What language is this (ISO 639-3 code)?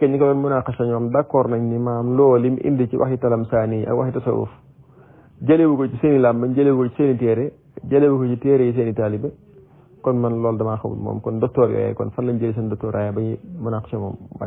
wol